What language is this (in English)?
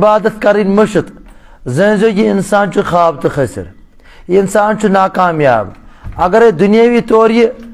Kashmiri